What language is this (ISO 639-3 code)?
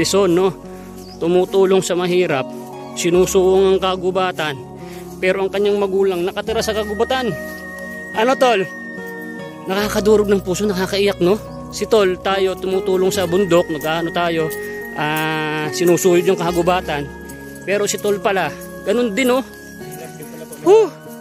fil